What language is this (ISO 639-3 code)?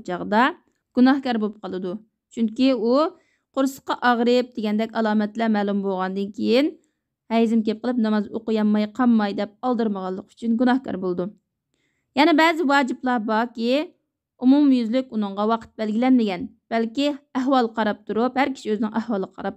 uig